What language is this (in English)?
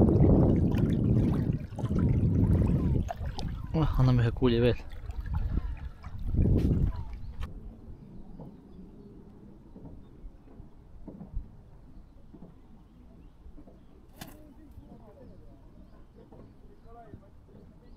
Estonian